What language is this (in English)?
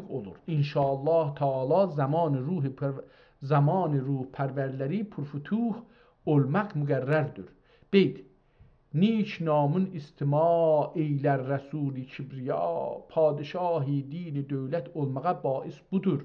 South Azerbaijani